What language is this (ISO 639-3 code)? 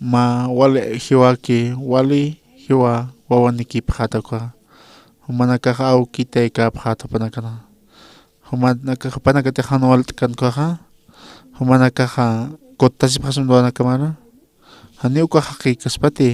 aym